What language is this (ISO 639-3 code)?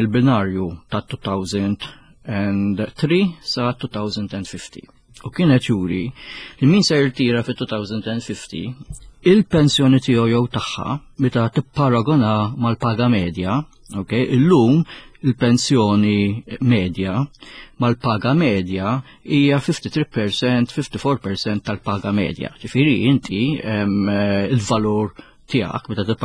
mlt